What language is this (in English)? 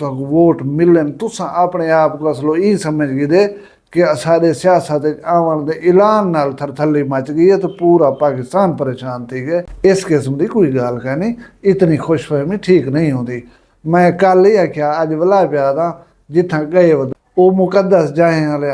Saraiki